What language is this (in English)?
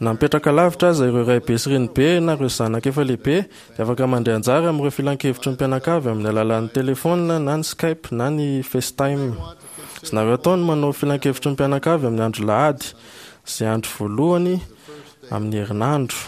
Malagasy